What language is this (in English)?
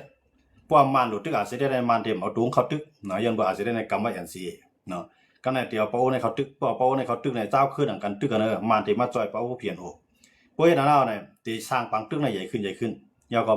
Shan